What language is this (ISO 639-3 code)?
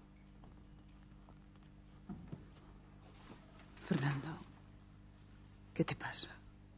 spa